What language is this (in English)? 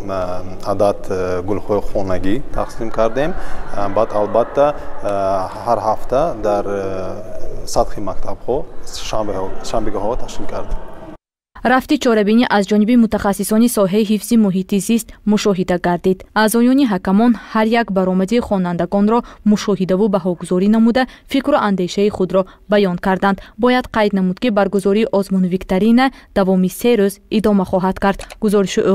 Tajik